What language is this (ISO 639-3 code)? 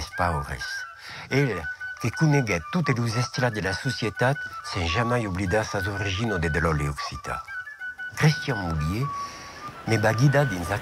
oci